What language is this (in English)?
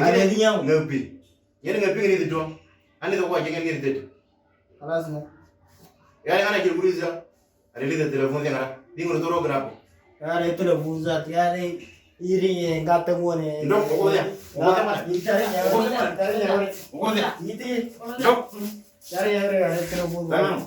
Moro